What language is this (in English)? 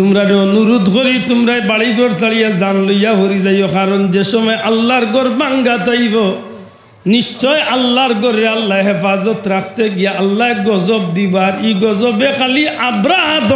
Sylheti